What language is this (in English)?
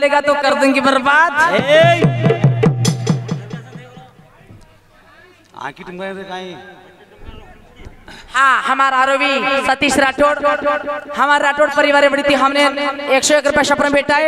Lambadi